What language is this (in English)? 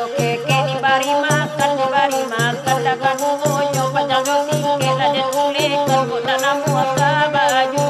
Minangkabau